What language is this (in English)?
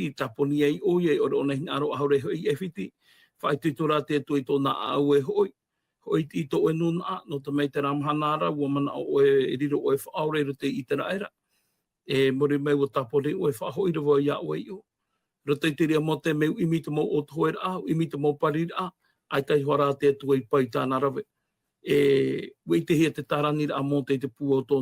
Tahitian